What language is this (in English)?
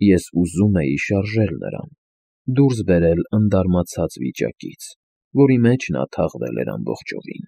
Armenian